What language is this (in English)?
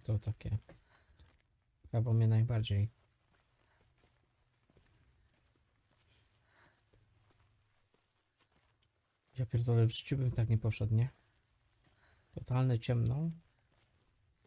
Polish